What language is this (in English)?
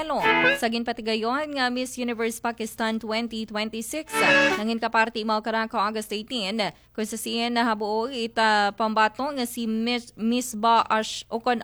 Aklanon